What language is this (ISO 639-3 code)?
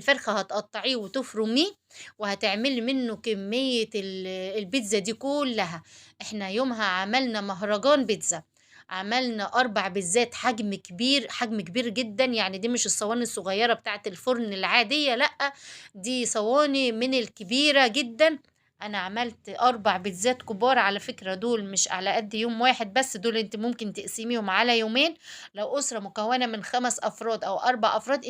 arz